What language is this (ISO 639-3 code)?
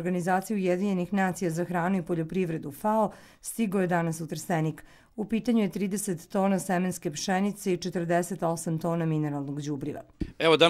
srp